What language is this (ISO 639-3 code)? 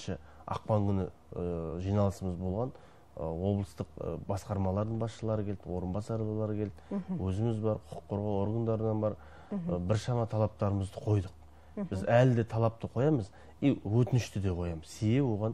kaz